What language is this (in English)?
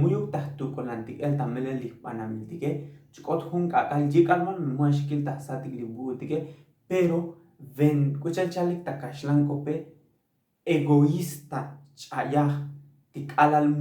Tzotzil